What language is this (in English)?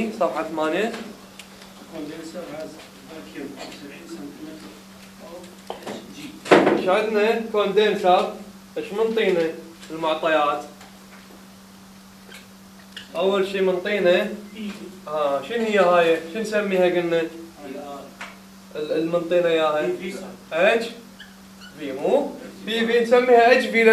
Mesopotamian Arabic